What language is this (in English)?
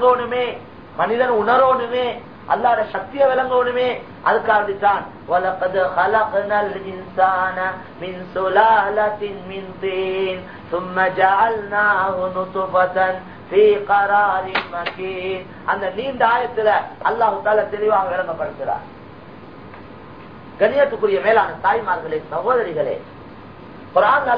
Tamil